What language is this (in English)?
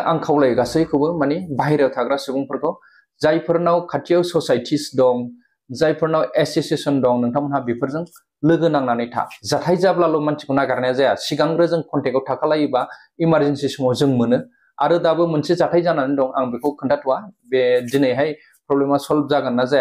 Bodo